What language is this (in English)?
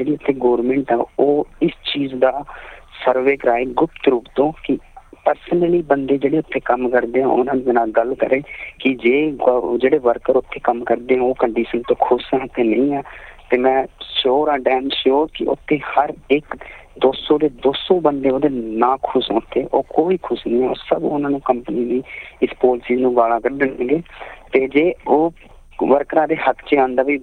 Punjabi